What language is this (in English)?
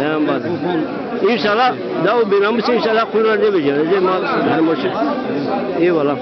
Zaza